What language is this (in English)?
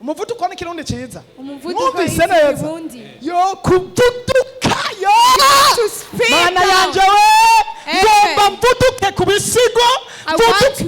Rundi